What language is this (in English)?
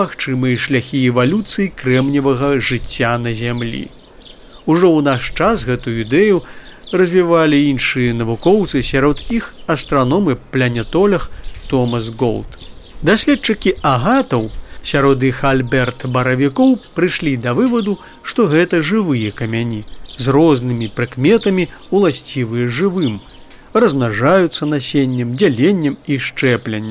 Belarusian